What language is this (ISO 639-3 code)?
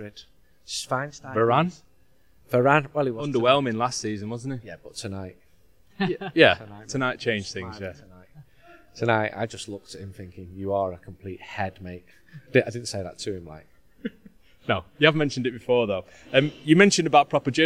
eng